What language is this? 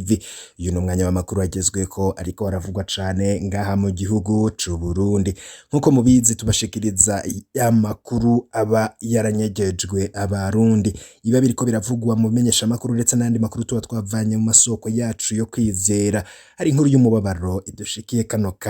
Rundi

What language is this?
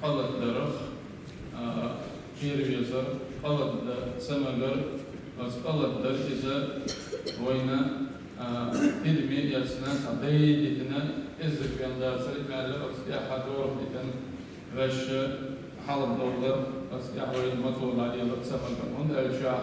Chechen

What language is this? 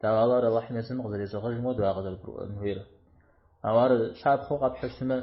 Kabardian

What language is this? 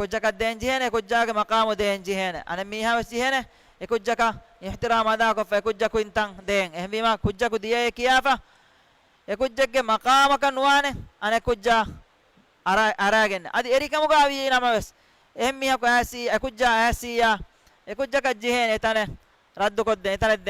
Divehi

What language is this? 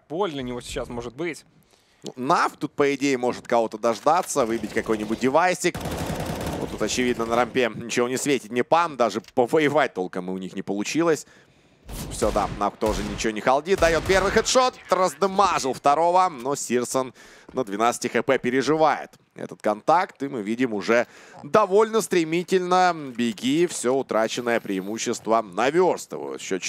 Russian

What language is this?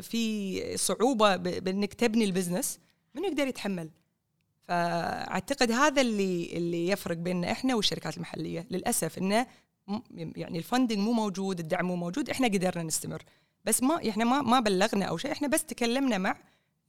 Gulf Arabic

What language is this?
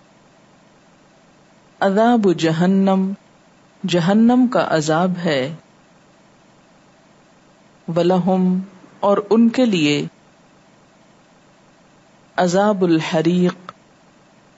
Urdu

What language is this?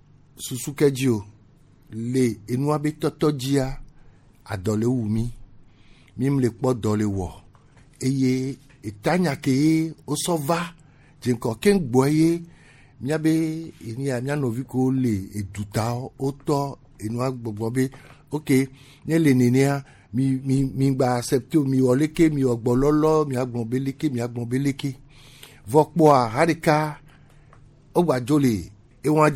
Gen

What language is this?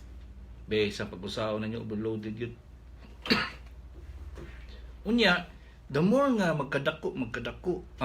Cebuano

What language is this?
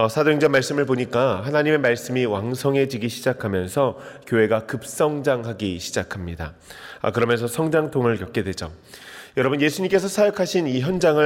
Korean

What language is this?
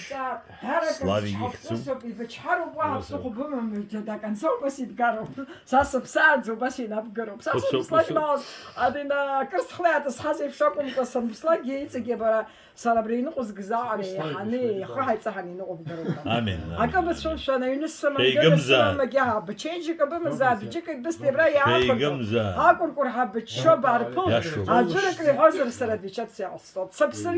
Abkhazian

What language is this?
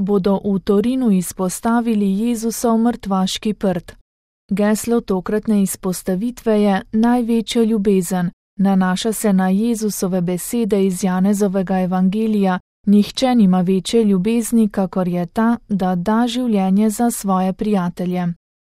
Slovenian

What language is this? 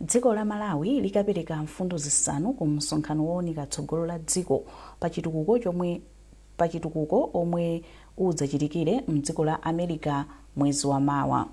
Nyanja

